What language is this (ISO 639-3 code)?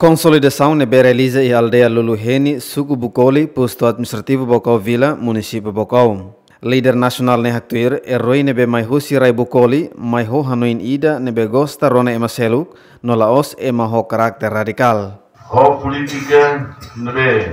tet